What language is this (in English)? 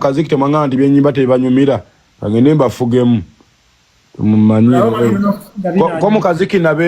Ganda